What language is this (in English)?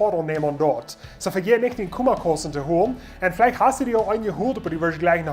Plautdietsch